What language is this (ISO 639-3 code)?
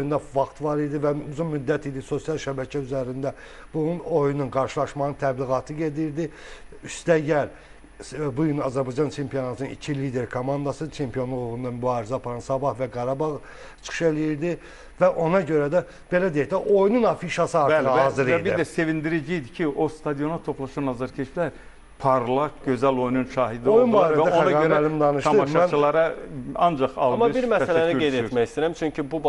aze